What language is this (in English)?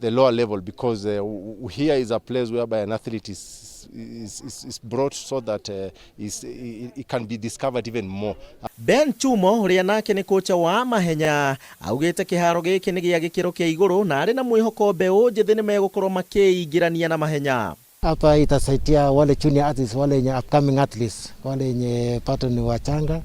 Kikuyu